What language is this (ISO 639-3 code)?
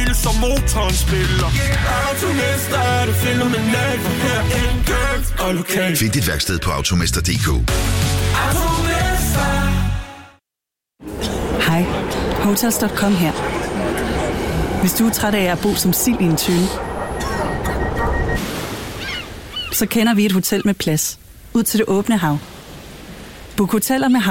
dan